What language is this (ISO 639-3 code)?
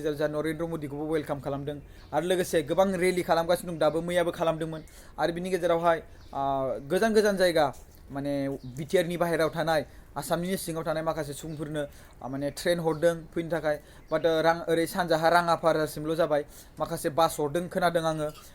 brx